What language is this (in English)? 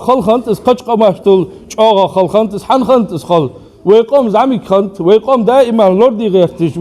Ingush